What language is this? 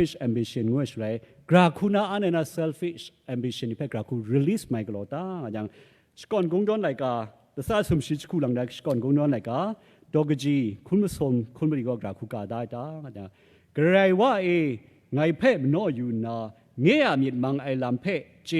Kachin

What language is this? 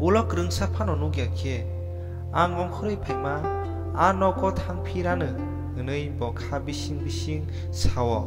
Kok Borok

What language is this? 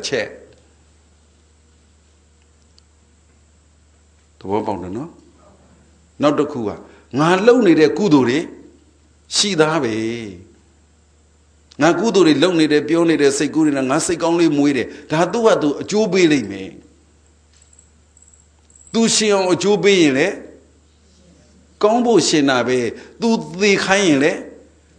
Burmese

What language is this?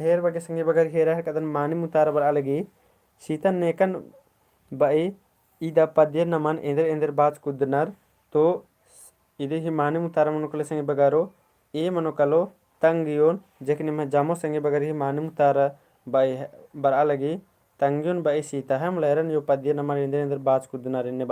Kurukh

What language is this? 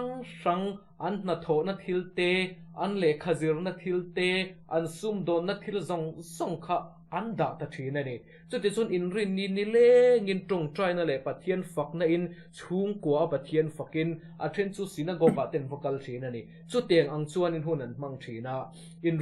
Mizo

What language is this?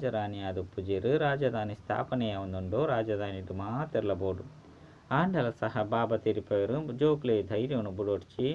Tulu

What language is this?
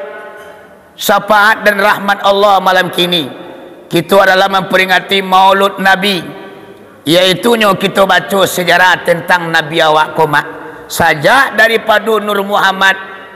Minangkabau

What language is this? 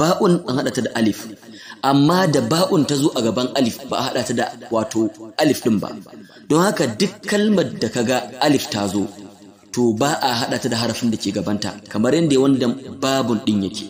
Hausa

